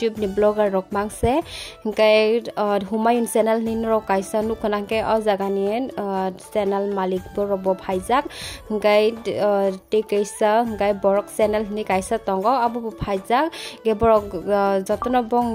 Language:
Kok Borok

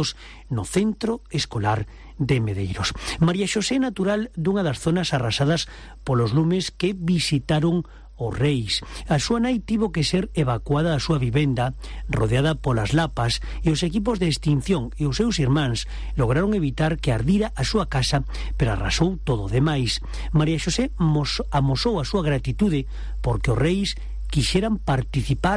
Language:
Galician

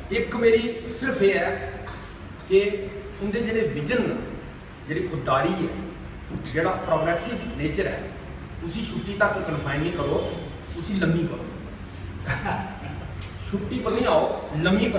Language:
Dogri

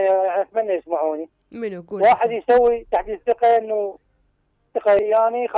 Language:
Mesopotamian Arabic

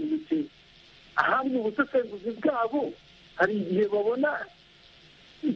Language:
Kinyarwanda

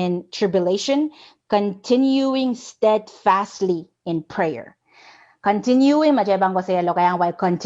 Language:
Pohnpeian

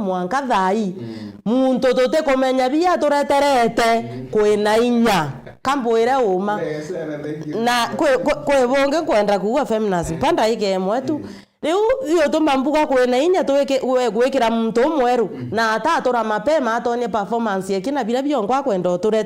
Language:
Meru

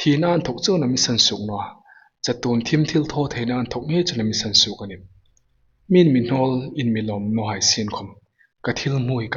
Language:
Hmar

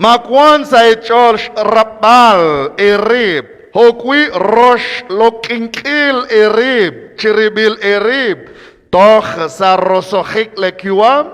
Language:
Kekchí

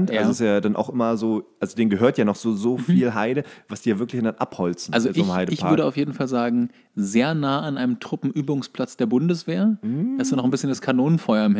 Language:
German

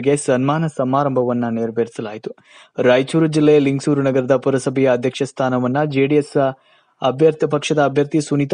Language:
Kannada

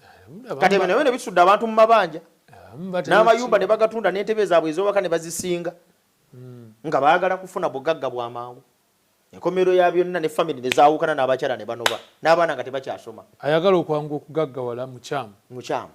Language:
Ganda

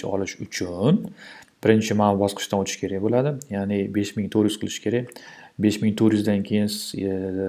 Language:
Uzbek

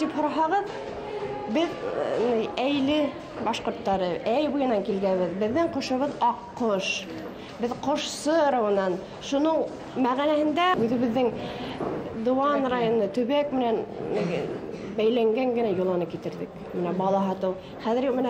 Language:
Bashkir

